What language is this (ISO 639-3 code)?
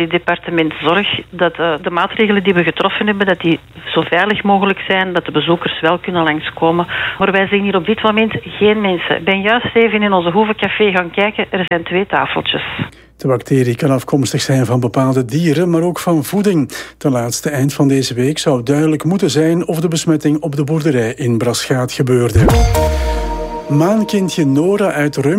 nld